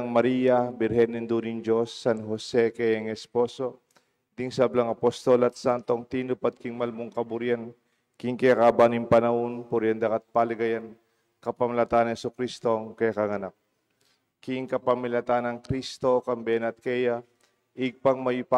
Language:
Pampanga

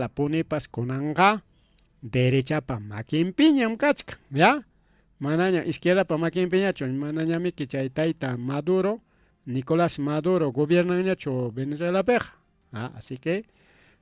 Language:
Ayacucho Quechua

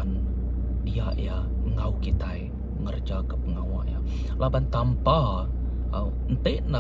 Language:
Iban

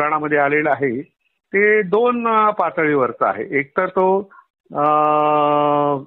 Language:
Marathi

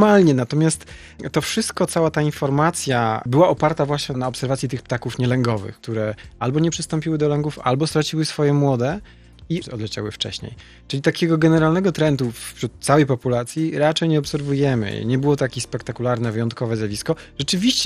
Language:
Polish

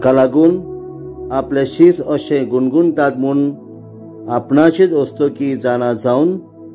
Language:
Konkani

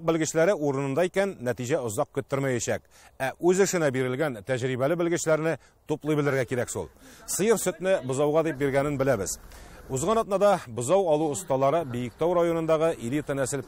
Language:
Tatar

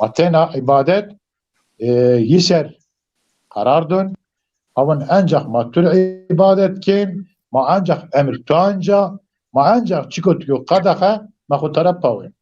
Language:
Zaza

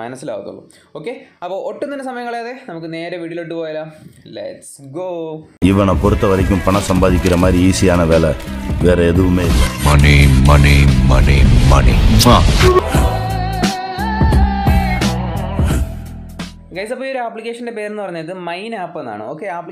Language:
Malayalam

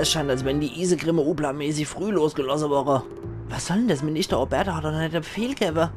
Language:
Palatine German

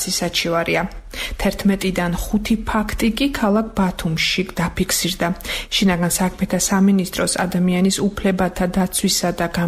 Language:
Georgian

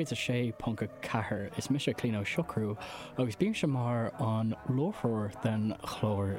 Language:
Irish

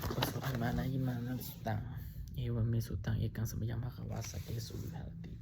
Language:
Pali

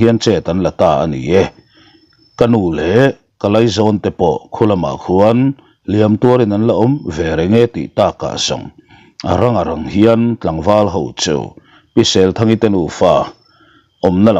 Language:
Mizo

